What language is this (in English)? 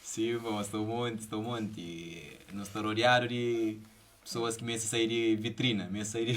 Kabuverdianu